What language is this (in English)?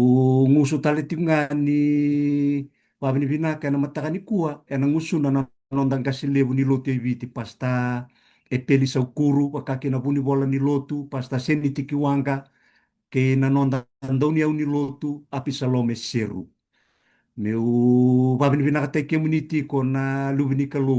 Fijian